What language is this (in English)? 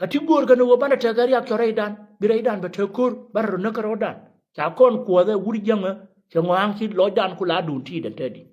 Nuer